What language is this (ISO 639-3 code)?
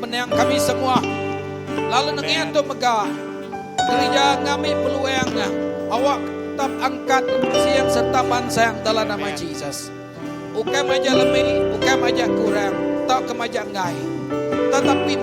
iba